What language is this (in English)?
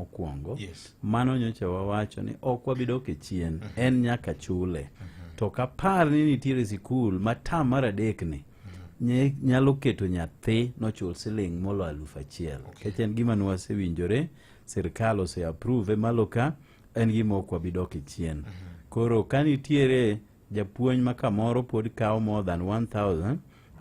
Luo (Kenya and Tanzania)